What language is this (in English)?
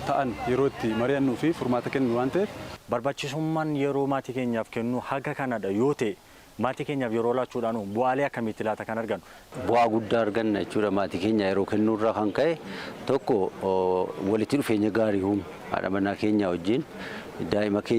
Oromo